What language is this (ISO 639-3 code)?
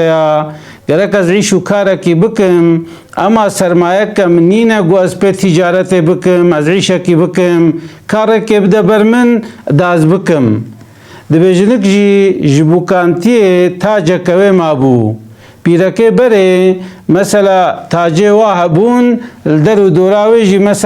kur